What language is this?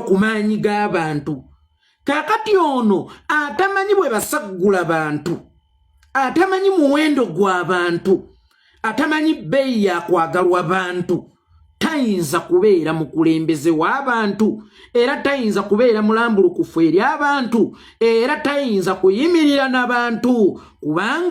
Ganda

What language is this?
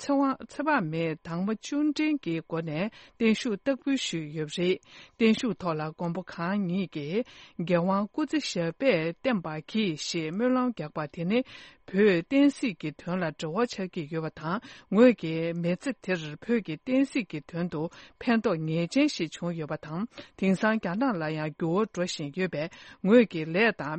Tibetan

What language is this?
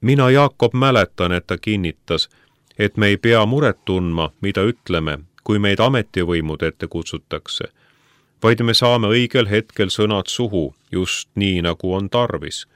Estonian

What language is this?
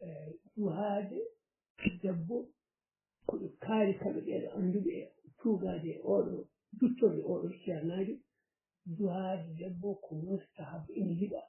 Fula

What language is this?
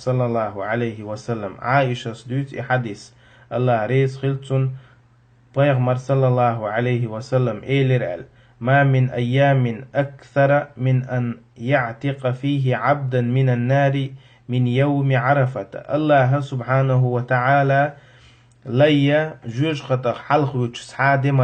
Chechen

